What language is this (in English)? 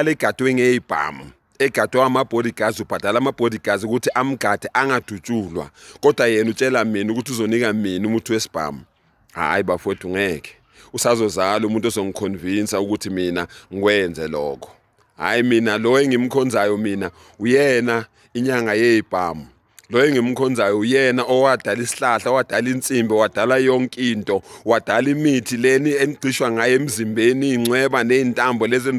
Zulu